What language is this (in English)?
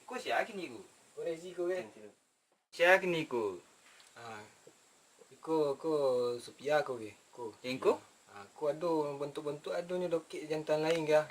Minangkabau